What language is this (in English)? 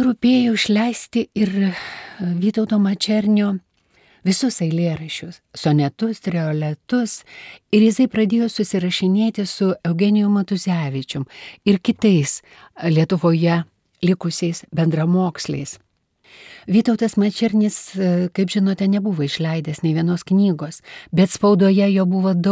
Lithuanian